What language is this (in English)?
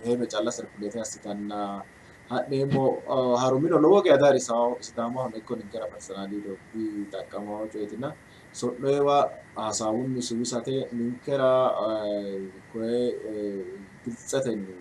Sidamo